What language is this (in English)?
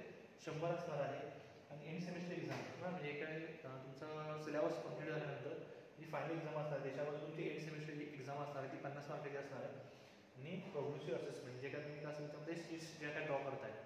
Marathi